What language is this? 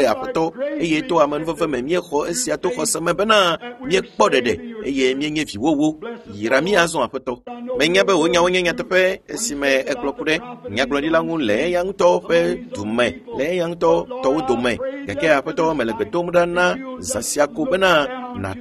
Ewe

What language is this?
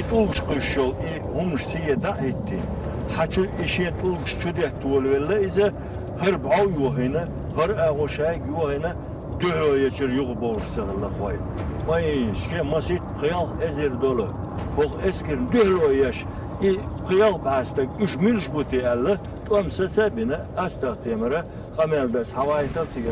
Chechen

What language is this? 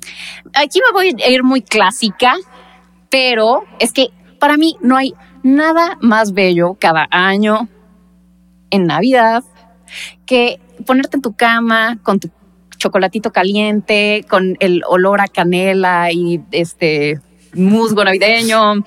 Spanish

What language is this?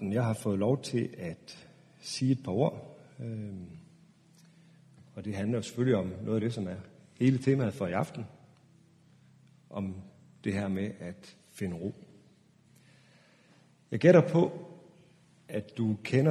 Danish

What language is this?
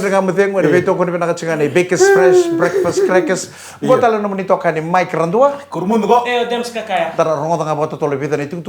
Fijian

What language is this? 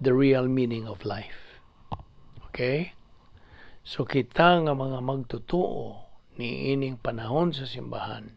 Cebuano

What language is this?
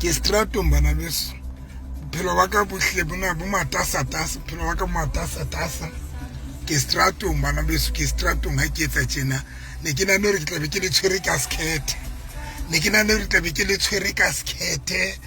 Southern Sotho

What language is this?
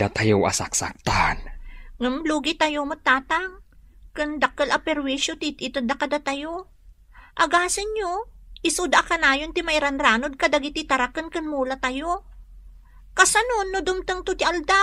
Iloko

